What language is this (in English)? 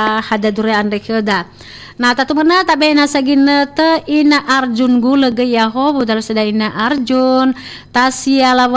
Nias